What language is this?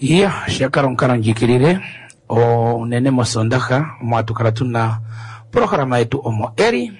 Kuanyama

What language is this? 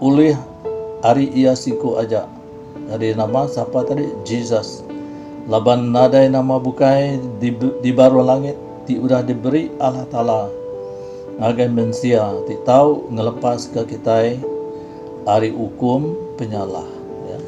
Iban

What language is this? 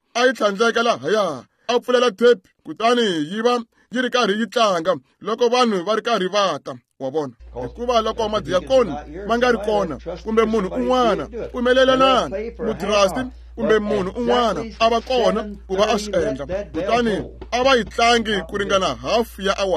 Tsonga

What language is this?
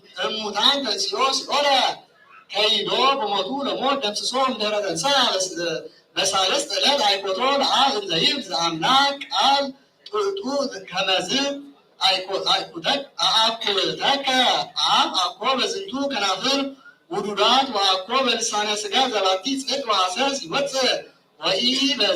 Geez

